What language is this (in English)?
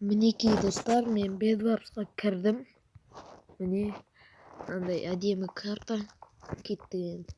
Kazakh